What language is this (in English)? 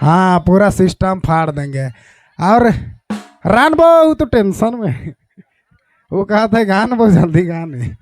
Sadri